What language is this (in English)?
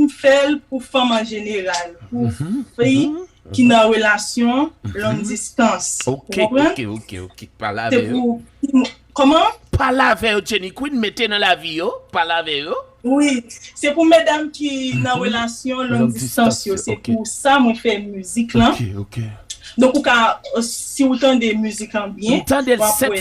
Haitian Creole